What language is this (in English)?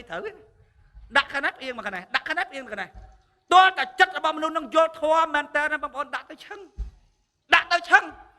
Khmer